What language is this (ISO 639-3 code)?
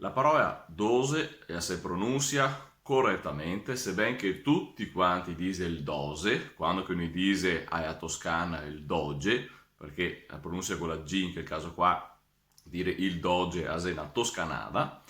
vec